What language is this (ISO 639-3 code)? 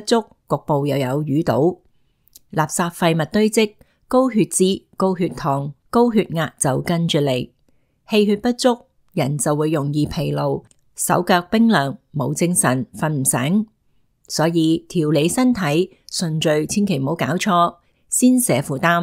yue